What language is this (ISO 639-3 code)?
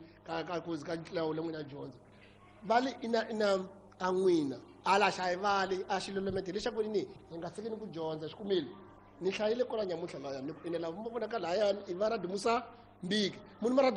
tso